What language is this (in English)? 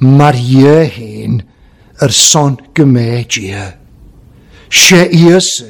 Welsh